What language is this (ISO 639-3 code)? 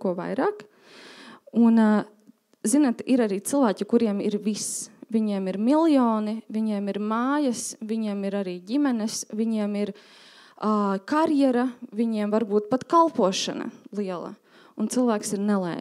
lav